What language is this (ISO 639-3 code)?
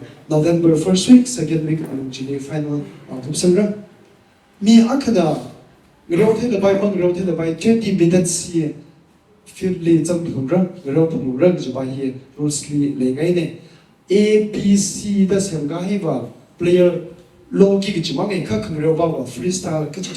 nmf